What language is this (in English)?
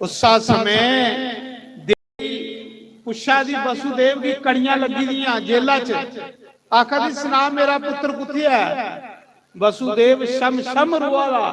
Dogri